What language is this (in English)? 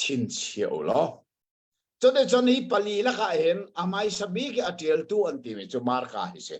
Hakha Chin